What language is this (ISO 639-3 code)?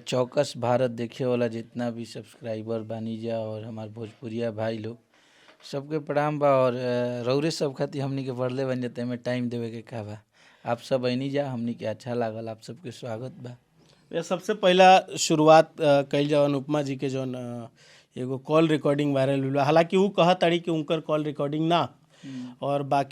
bho